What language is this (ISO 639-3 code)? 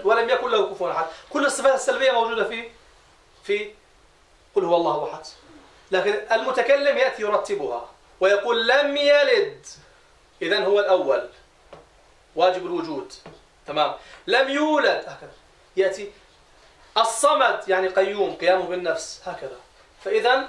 ara